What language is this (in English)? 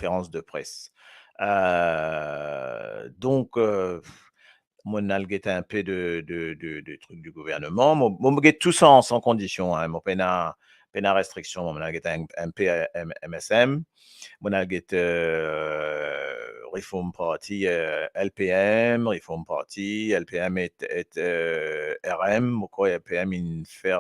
Morisyen